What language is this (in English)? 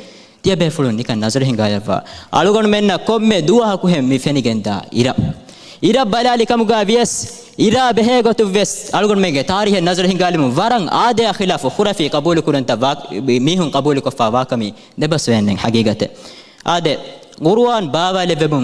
Divehi